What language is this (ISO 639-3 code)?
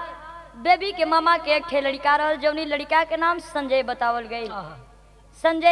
bho